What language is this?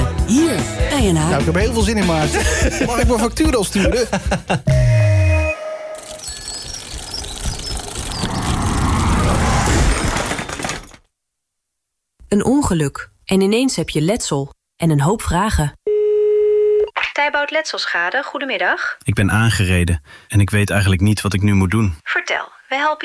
Dutch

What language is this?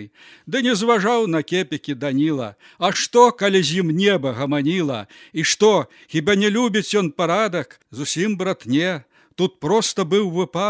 Belarusian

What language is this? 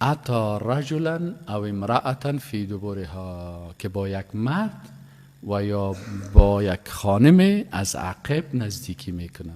Persian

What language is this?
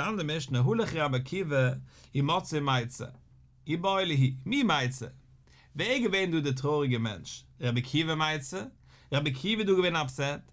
Yiddish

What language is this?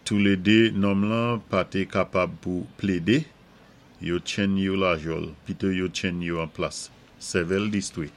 Saint Lucian Creole French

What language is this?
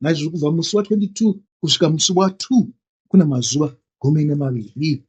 Shona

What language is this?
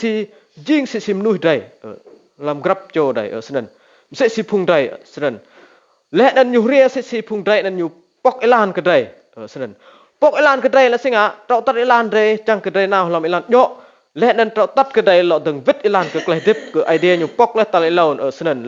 Rade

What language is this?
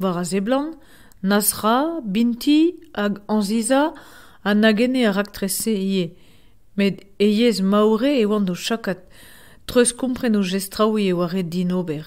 Breton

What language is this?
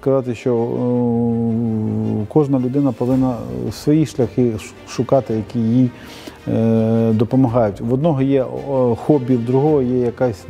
Ukrainian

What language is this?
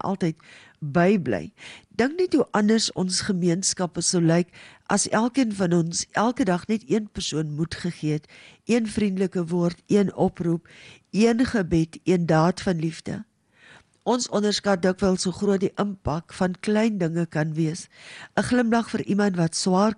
Afrikaans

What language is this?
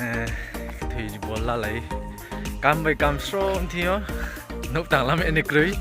Riang (India)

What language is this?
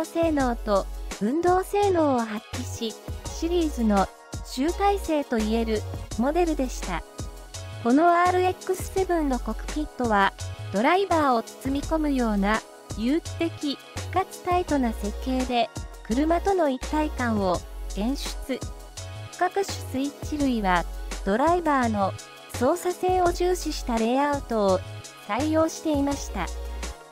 Japanese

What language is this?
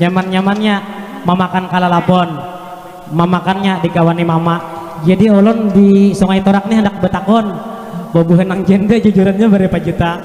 Banjar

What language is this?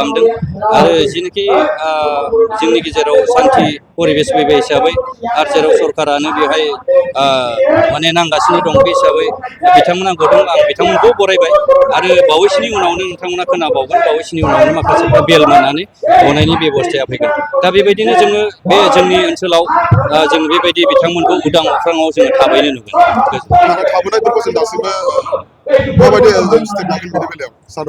Bodo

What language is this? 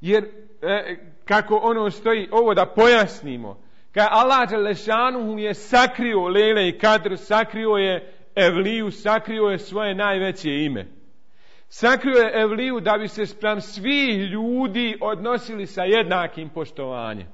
Bosnian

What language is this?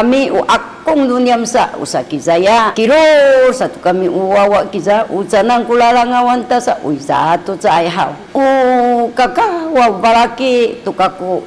Sakizaya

